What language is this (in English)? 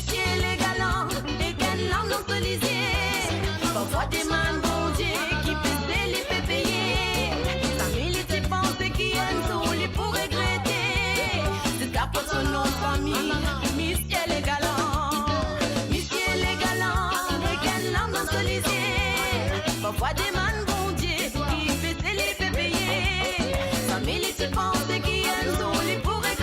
Morisyen